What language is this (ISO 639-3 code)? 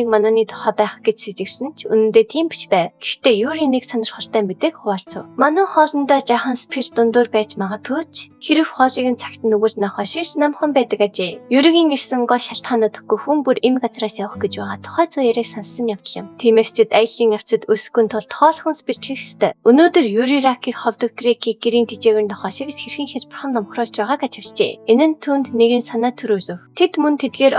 mon